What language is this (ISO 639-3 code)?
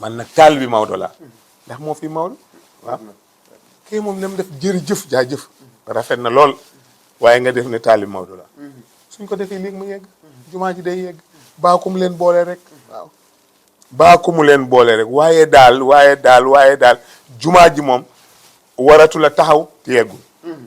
wol